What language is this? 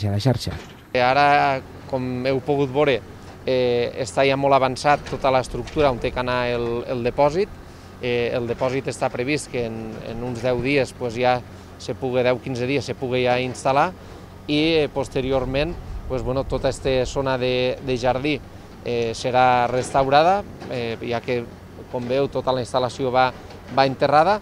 Catalan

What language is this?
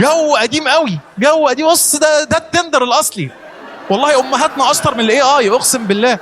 Egyptian Arabic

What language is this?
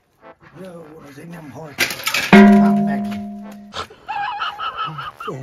Hungarian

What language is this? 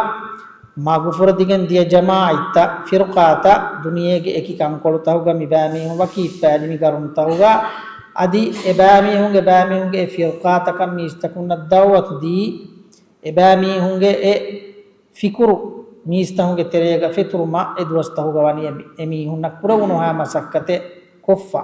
Divehi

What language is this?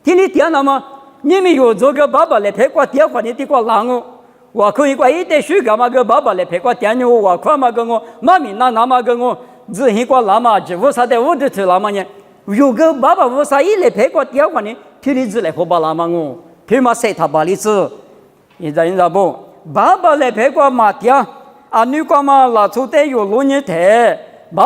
Lisu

